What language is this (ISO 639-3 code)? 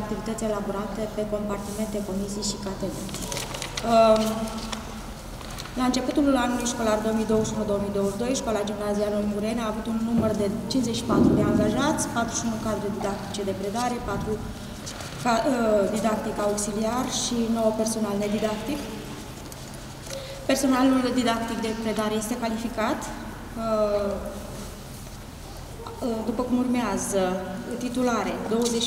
ron